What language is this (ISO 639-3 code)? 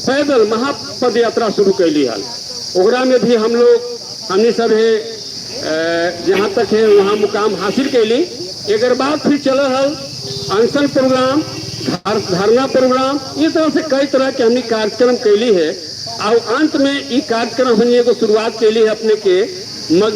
mag